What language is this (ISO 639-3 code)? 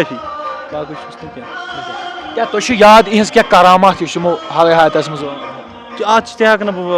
kas